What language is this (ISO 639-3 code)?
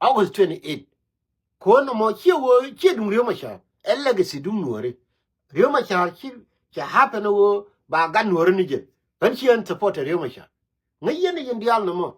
nus